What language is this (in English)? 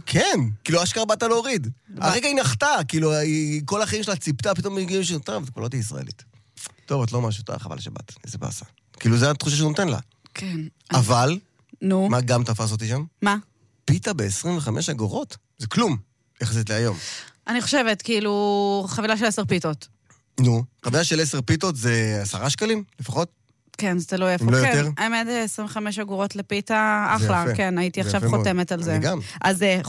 Hebrew